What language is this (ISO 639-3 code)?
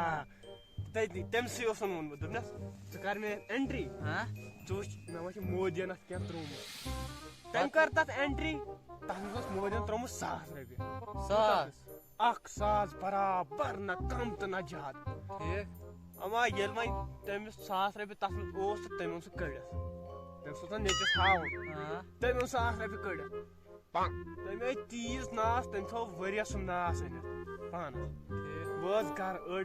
kas